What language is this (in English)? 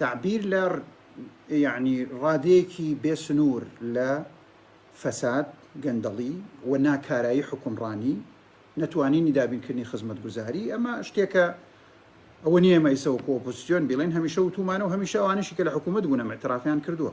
Central Kurdish